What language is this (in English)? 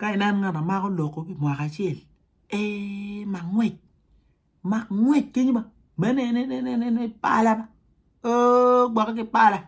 Acoli